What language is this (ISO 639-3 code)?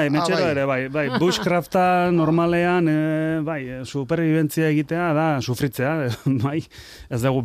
eus